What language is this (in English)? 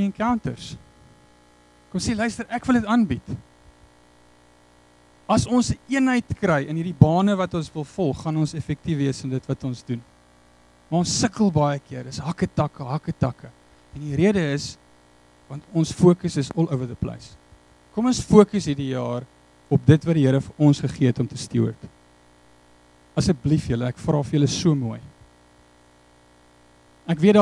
Afrikaans